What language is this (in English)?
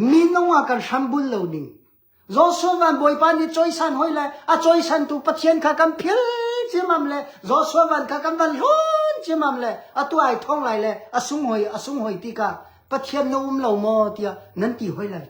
Hakha Chin